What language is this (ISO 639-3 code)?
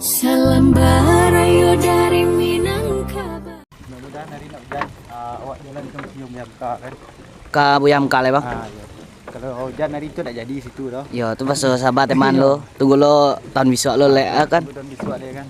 min